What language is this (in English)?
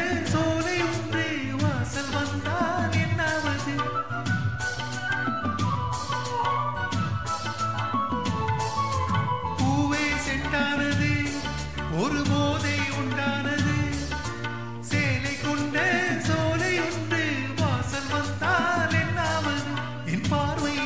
Tamil